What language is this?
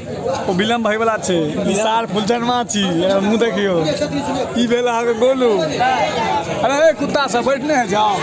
Maithili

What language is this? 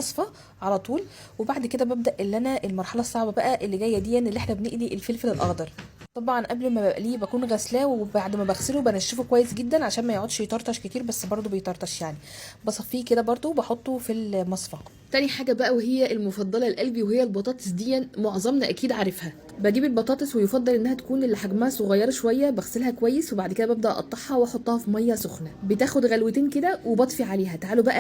Egyptian Arabic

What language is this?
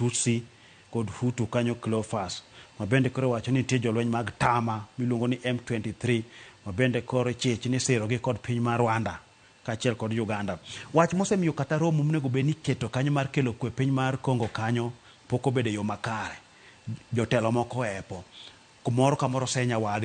Luo (Kenya and Tanzania)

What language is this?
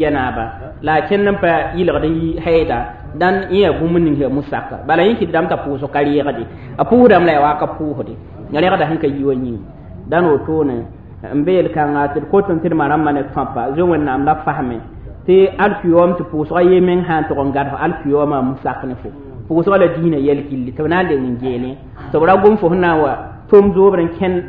Mossi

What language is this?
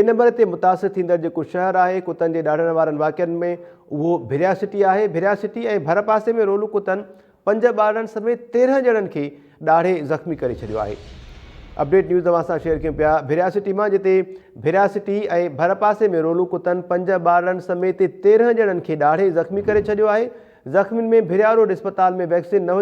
Sindhi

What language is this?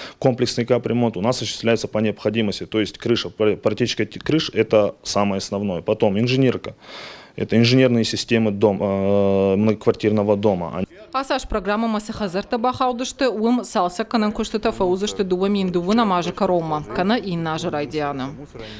Ossetic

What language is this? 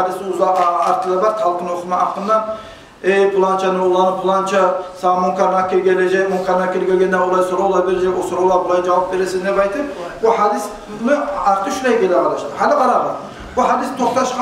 Kumyk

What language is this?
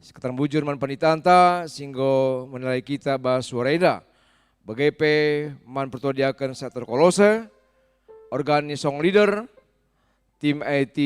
Batak Karo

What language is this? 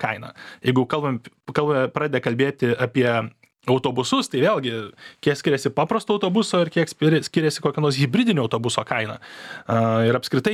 Lithuanian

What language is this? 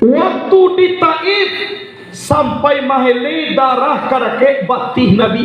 Minangkabau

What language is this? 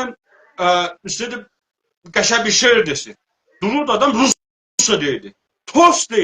South Azerbaijani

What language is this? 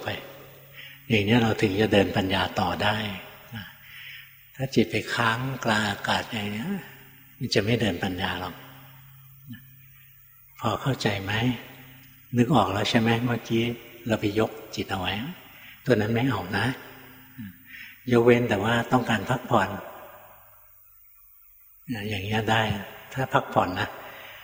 Thai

